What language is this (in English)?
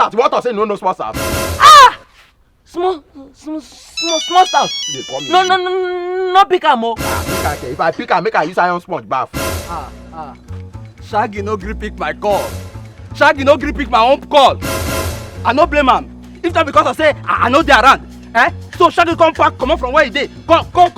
Nigerian Pidgin